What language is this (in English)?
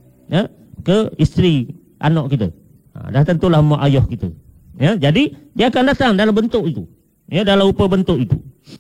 Malay